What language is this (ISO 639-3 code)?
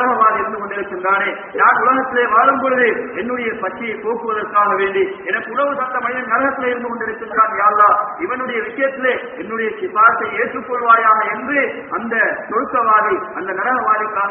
tam